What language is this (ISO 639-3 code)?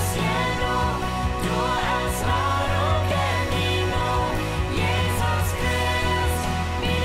pdt